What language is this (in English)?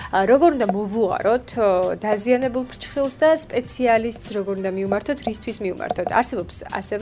Georgian